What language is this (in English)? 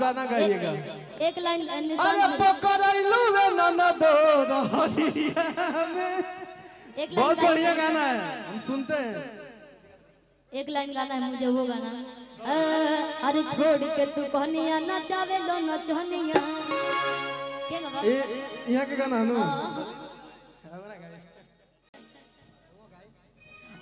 Bhojpuri